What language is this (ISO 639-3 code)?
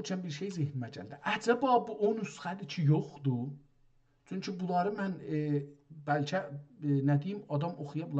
azb